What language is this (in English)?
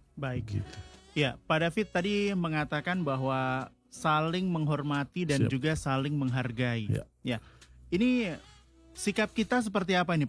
Indonesian